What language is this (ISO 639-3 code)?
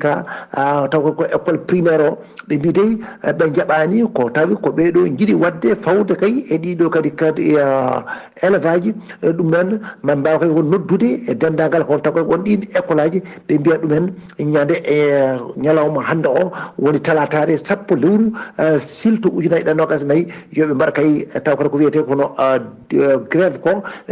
ful